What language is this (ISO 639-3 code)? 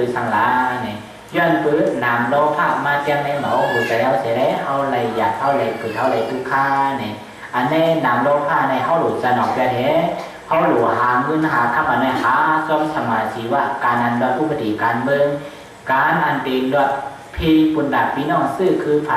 shn